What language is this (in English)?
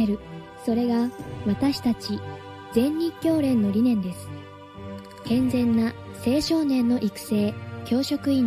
Japanese